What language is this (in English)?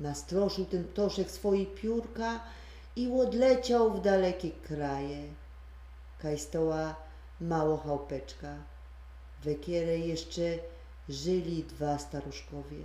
Silesian